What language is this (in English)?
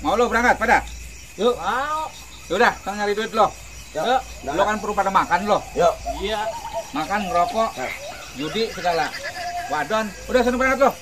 Betawi